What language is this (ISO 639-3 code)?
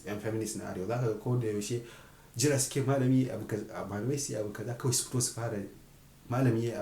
hau